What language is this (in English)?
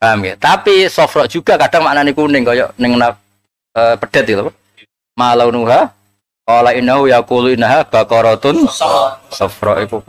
Javanese